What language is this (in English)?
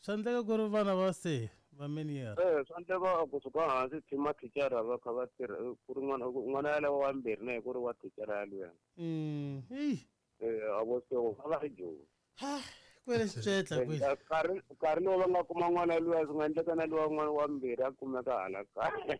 Tsonga